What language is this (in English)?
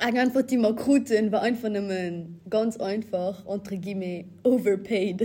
Luxembourgish